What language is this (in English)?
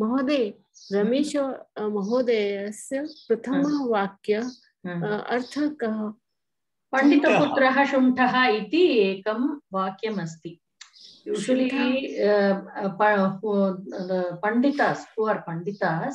Sanskrit